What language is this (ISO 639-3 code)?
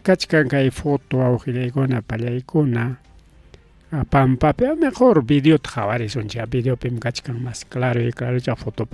quy